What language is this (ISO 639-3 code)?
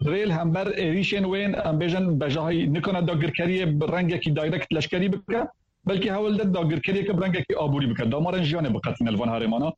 kur